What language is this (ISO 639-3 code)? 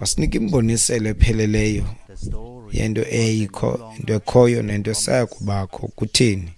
xho